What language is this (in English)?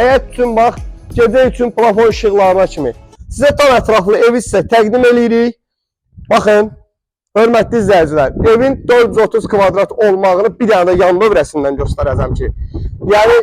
Azerbaijani